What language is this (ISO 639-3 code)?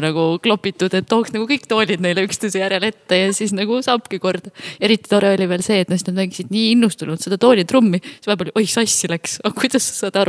est